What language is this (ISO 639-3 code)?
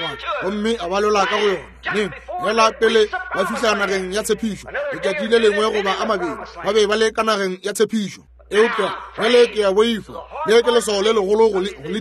nso